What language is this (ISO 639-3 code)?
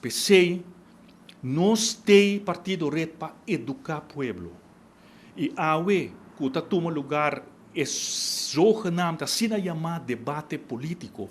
pap